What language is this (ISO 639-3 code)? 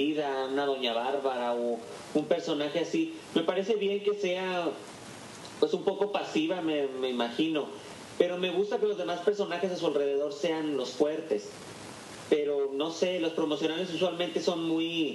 spa